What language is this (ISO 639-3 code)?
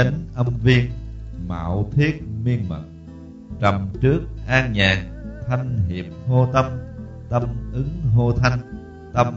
vie